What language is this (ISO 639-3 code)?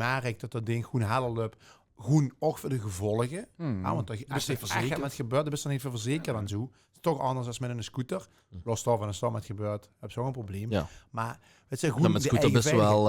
lim